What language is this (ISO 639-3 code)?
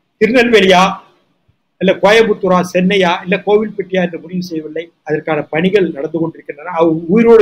tam